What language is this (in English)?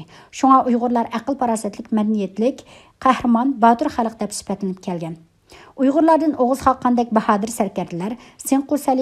Uyghur